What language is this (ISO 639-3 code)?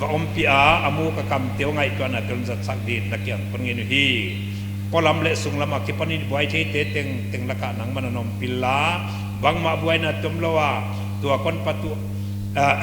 pck